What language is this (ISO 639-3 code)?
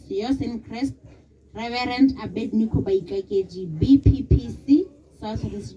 tsn